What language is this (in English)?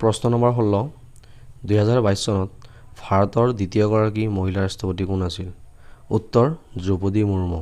Assamese